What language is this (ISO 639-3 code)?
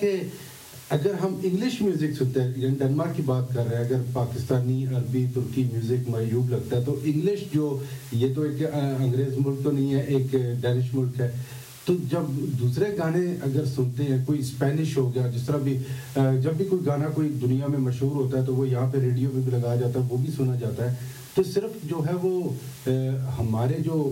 urd